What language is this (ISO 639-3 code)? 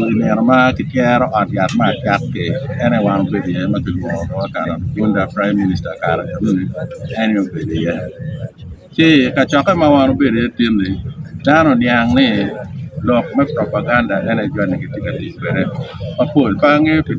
ach